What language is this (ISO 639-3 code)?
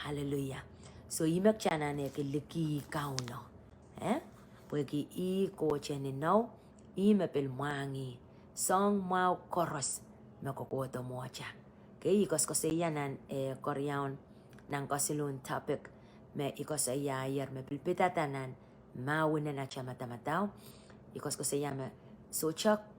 pon